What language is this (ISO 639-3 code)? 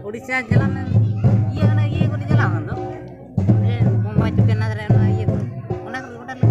sat